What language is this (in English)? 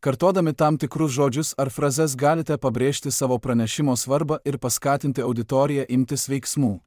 Lithuanian